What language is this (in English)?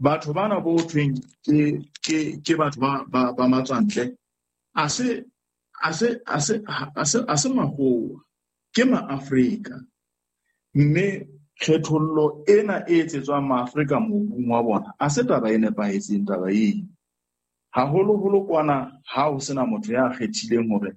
Southern Sotho